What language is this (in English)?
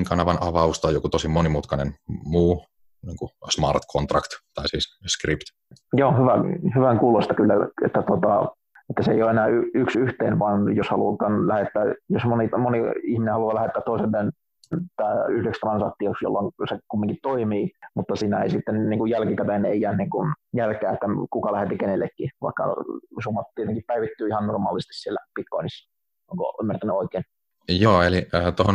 Finnish